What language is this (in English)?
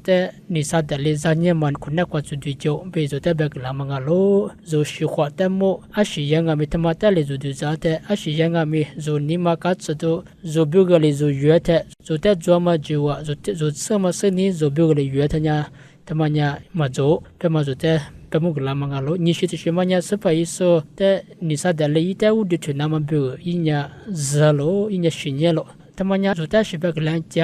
Lisu